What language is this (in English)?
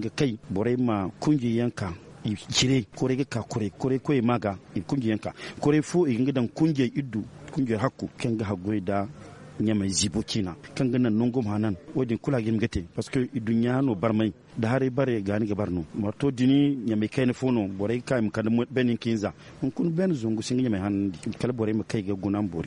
Zarma